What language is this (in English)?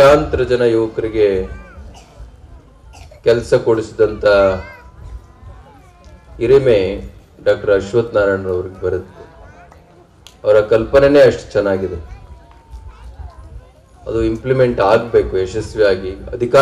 Kannada